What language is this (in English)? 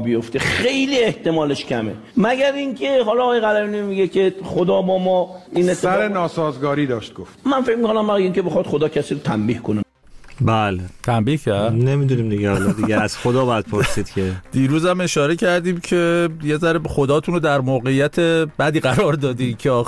Persian